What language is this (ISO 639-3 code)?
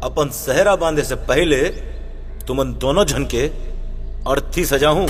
hne